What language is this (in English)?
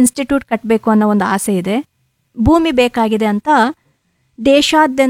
Kannada